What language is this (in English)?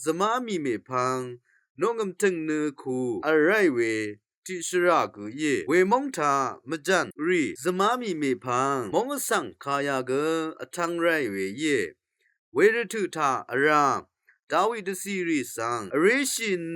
Rawang